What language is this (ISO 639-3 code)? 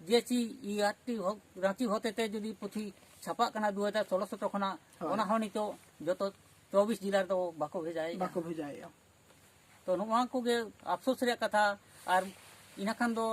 sat